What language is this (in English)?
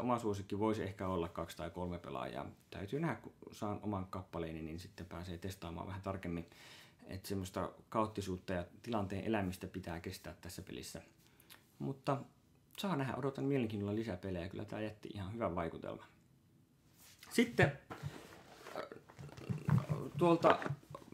Finnish